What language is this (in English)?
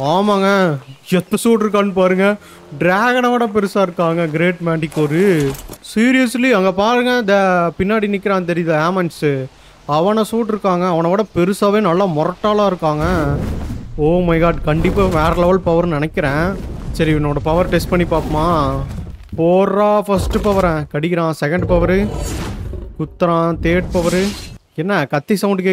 Tamil